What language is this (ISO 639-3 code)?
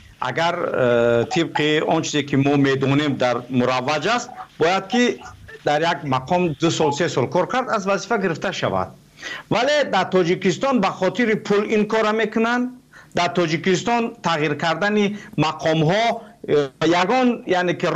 tgk